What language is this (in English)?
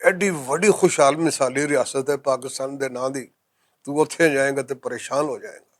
Western Panjabi